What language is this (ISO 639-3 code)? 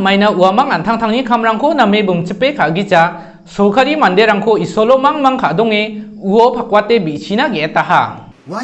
grt